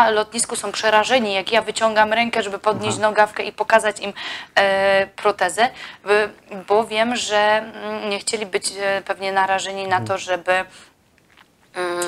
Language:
Polish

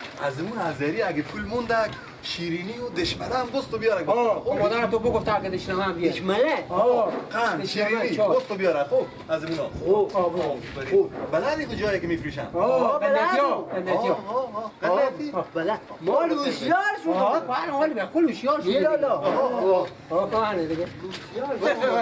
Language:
Persian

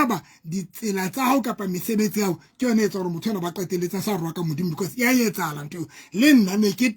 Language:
Southern Sotho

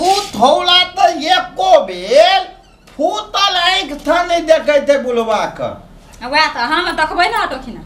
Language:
Maithili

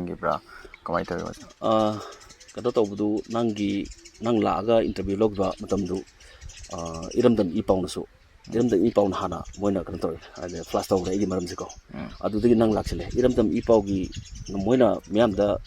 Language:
Manipuri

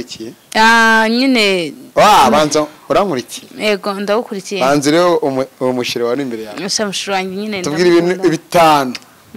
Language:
Kinyarwanda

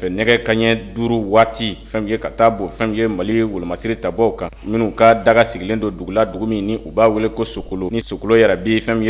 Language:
Bambara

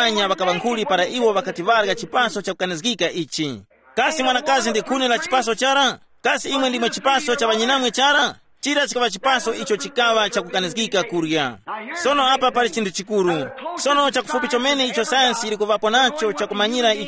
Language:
Tumbuka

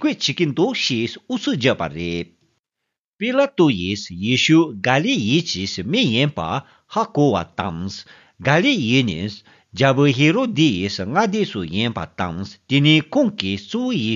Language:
Tibetan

